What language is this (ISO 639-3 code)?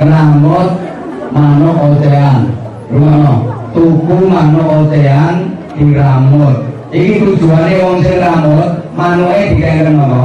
jav